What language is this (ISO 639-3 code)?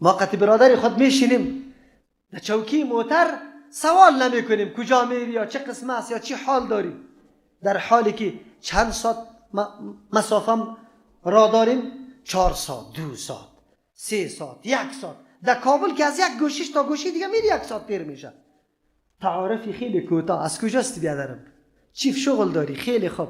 fas